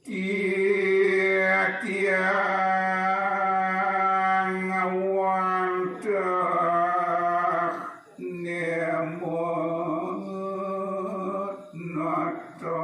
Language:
Balinese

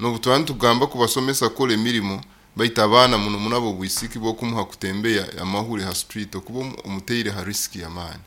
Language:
Nyoro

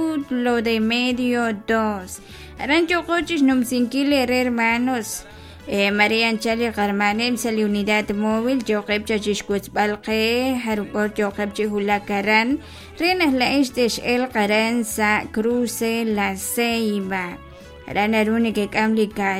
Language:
Kekchí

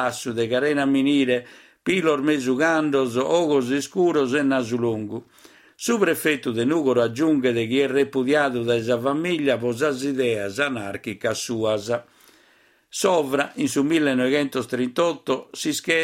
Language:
Sardinian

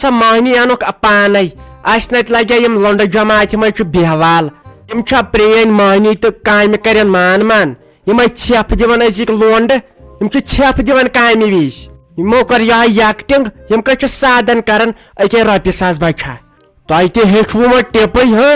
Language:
Kashmiri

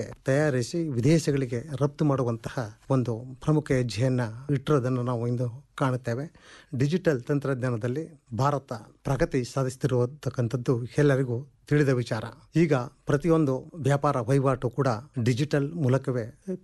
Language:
Kannada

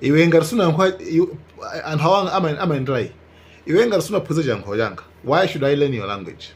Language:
Nyanja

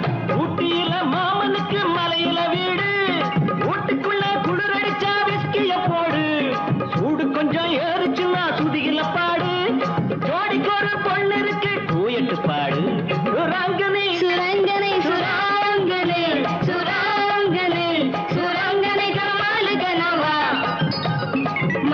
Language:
Tamil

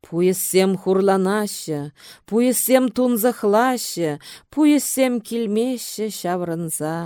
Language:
Chuvash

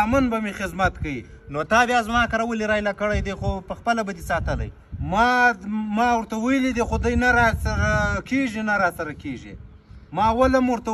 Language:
Pashto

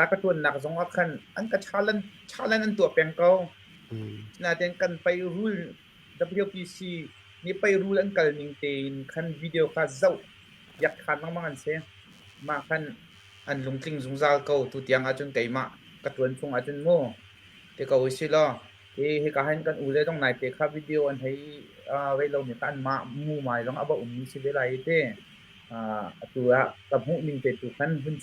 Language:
Hakha Chin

